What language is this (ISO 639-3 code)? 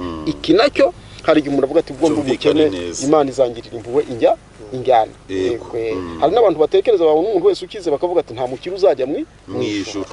kin